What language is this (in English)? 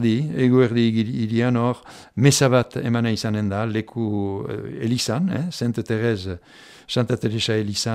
Basque